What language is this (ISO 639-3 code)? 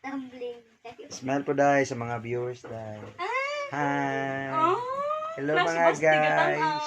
ceb